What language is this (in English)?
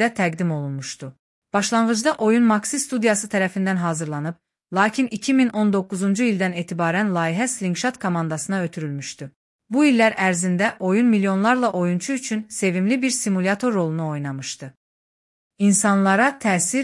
Azerbaijani